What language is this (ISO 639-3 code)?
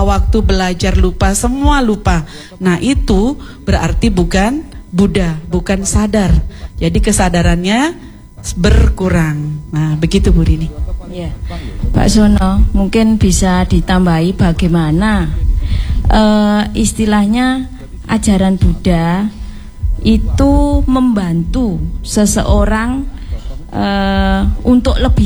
ind